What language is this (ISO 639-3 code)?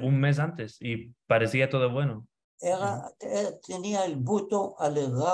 lad